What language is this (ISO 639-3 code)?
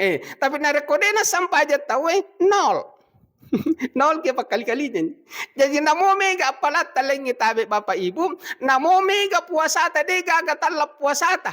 bug